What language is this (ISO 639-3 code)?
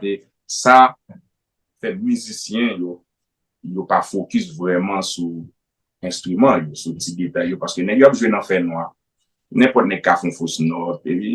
hat